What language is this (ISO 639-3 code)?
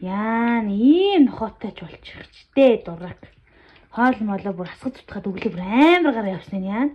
mon